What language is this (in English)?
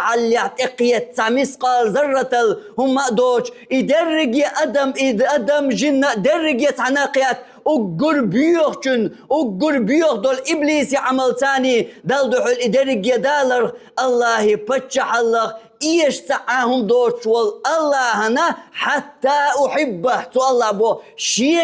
Chechen